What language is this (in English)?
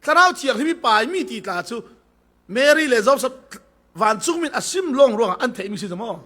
Falam Chin